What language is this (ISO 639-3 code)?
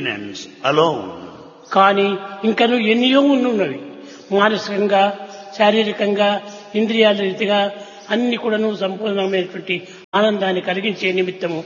tel